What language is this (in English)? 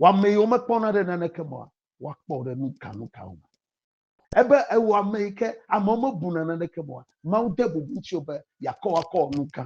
Ewe